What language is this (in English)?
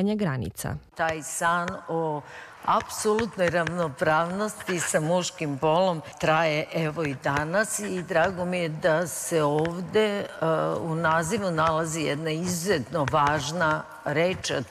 Serbian